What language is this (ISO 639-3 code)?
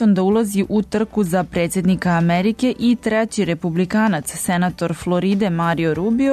srp